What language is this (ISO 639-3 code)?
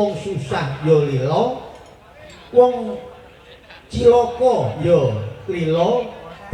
jav